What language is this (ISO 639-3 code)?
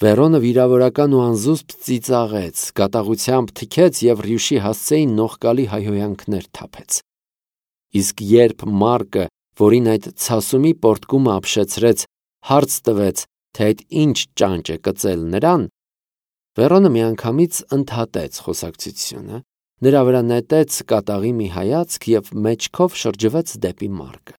hye